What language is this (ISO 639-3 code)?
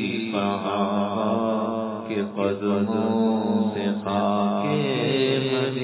urd